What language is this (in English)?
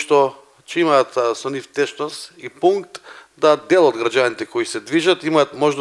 Macedonian